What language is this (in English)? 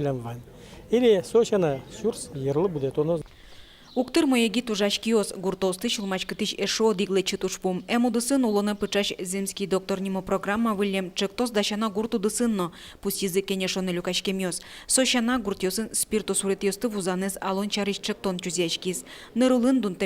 Udmurt